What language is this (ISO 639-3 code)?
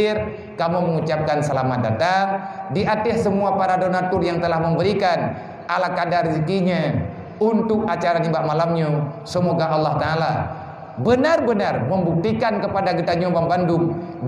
ace